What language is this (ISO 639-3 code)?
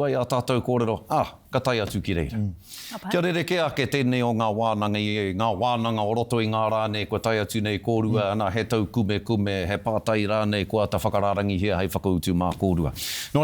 mri